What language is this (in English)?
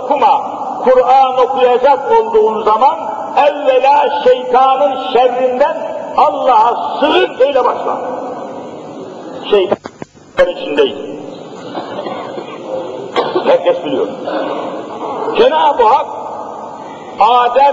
Turkish